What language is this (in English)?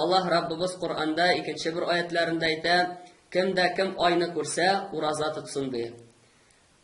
Tatar